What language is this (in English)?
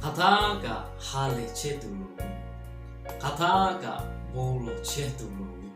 Lahu